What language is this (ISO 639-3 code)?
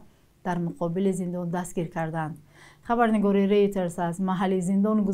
tgk